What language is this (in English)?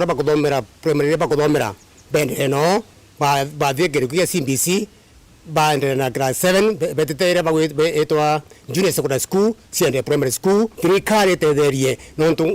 Meru